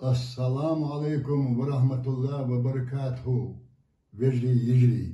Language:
Chechen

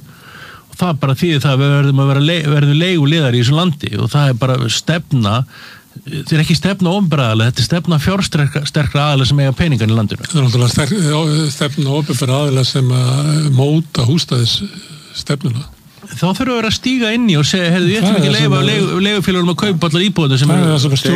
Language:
Icelandic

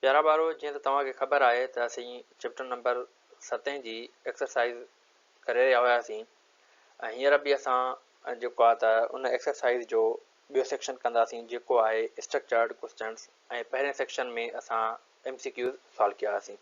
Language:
Sindhi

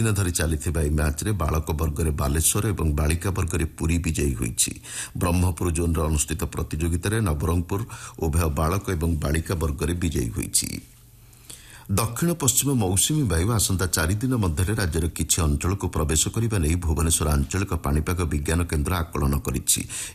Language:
Odia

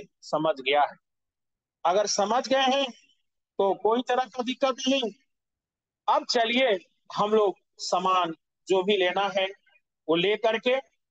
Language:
Hindi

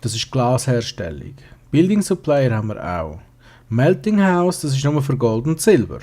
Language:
Swiss German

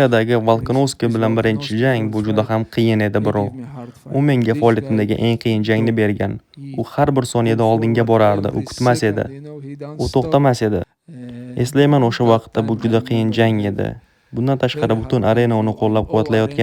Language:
Uzbek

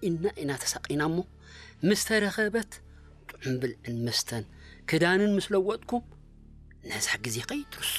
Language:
Tigrinya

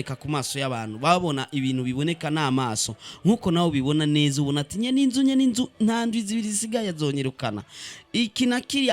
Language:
Rundi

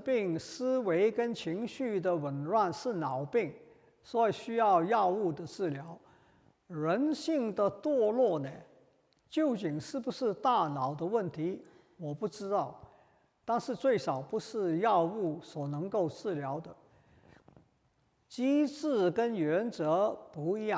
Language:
Chinese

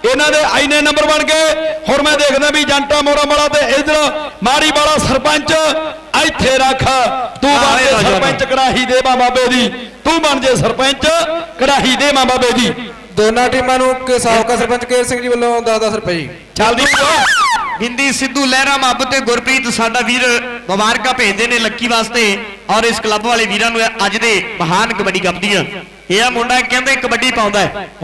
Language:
Punjabi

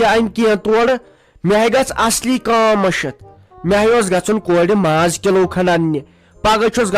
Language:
Kashmiri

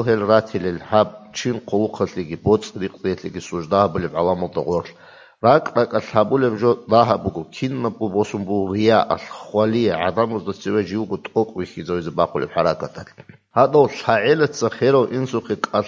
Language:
Avaric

